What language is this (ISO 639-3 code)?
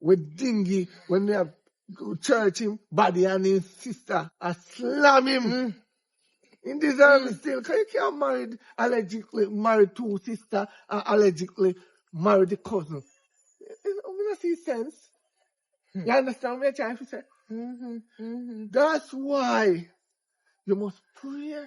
jam